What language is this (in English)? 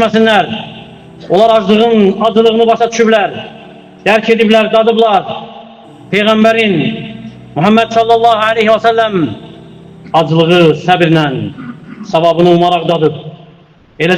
Azerbaijani